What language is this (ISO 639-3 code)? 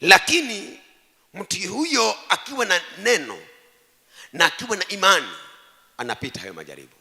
swa